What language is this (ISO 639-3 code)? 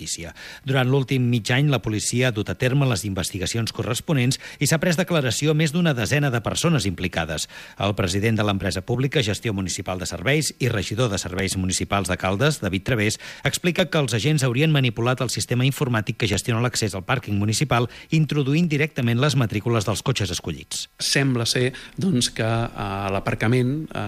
cat